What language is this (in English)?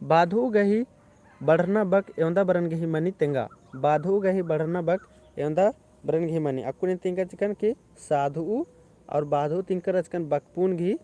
Kurukh